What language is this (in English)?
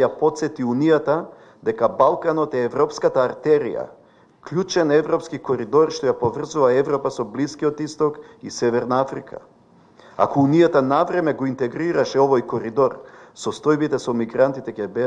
Macedonian